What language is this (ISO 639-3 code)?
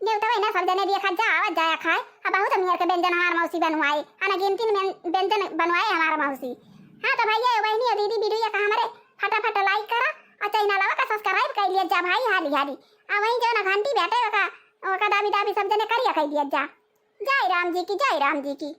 awa